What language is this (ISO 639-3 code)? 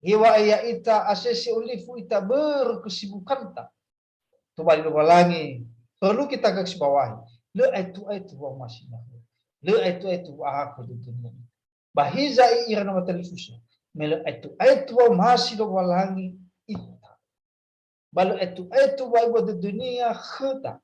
nia